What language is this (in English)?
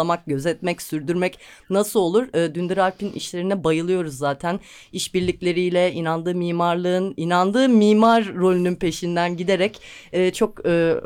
Turkish